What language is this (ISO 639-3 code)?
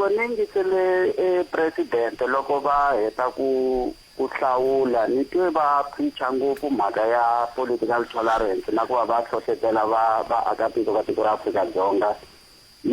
tso